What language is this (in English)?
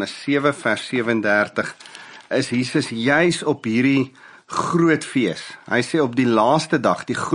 Afrikaans